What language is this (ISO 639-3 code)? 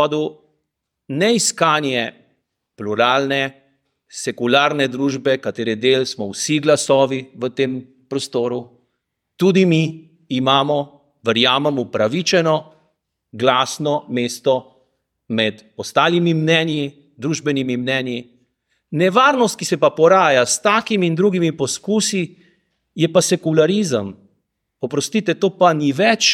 slv